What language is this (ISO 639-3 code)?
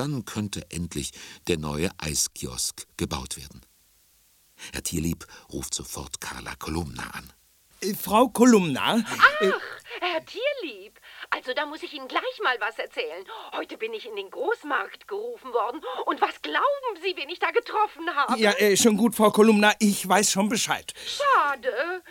deu